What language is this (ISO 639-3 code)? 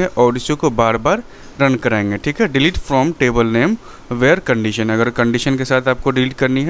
hin